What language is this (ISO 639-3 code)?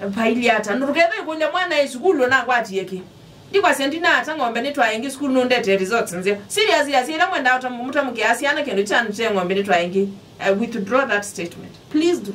kam